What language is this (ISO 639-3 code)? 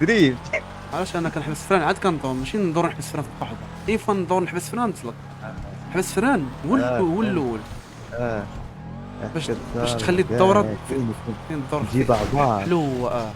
ary